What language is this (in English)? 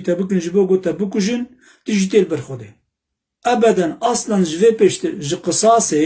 Kurdish